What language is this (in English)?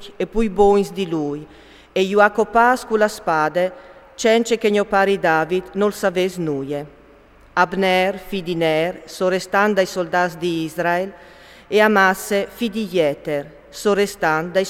Friulian